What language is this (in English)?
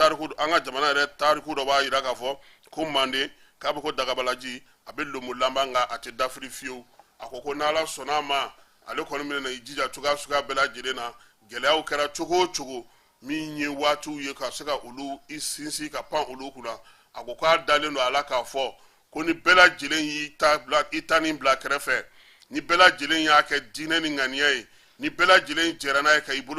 Bambara